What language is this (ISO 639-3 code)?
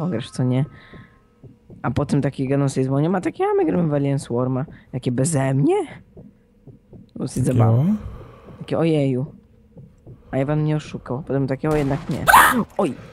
pol